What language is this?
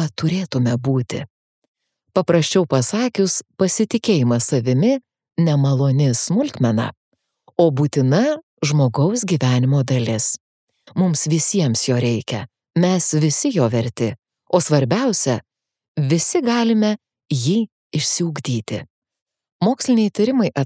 Lithuanian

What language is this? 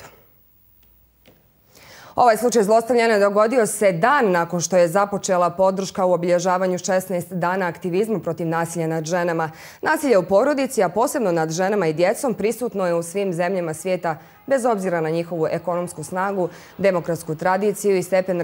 Bosnian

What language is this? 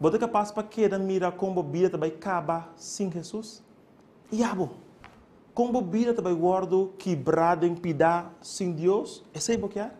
Papiamento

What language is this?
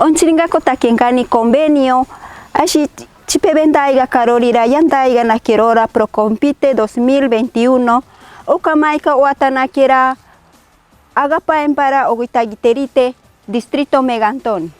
Machiguenga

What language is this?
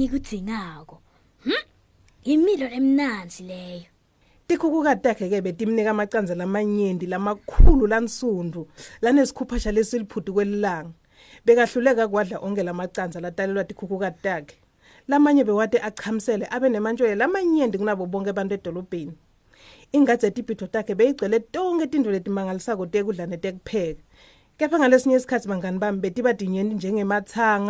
Swati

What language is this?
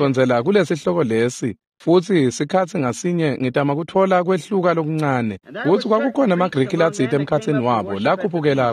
Swati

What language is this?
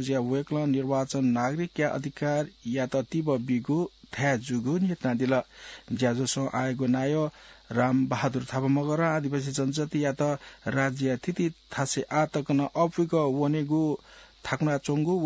Newari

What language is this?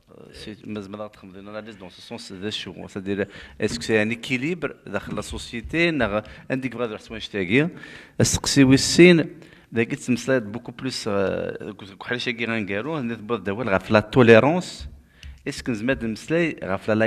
Kabyle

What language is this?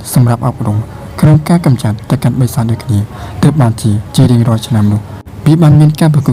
Khmer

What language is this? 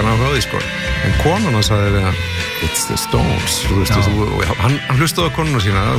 Icelandic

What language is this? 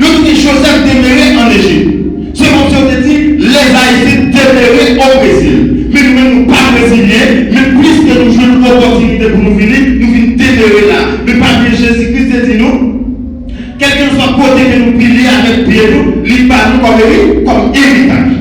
Haitian Creole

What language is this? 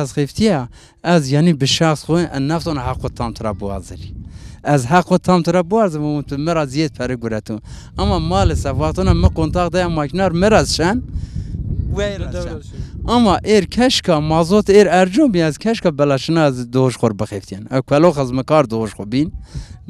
Zaza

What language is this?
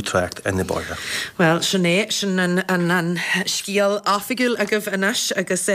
Irish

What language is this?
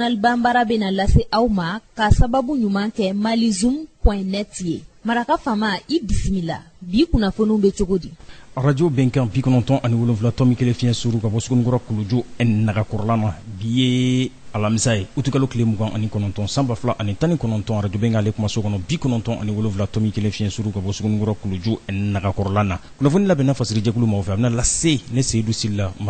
Bambara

